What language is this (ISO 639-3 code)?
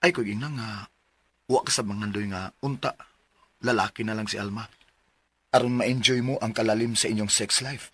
ceb